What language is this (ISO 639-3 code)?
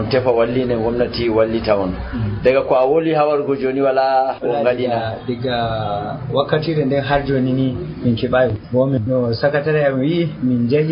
fuv